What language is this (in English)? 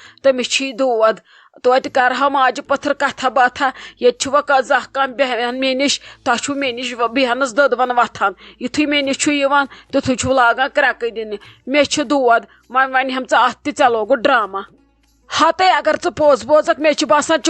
Kashmiri